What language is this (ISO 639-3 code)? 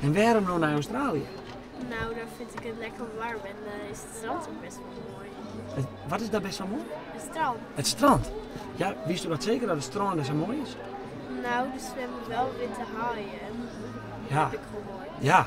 fry